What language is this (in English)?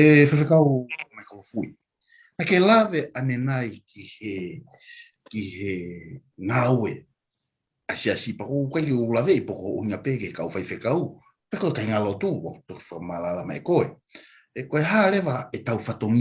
Tongan